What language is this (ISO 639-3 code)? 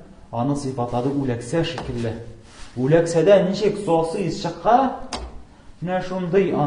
tat